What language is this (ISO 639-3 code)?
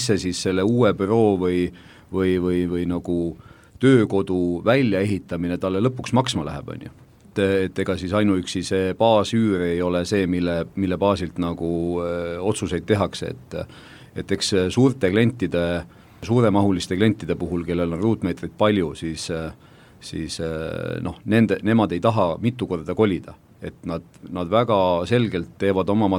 est